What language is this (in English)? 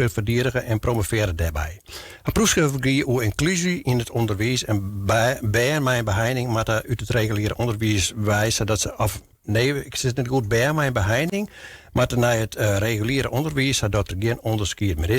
Western Frisian